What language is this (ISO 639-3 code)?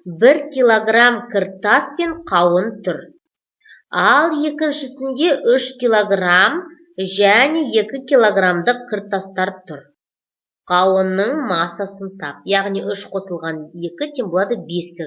kaz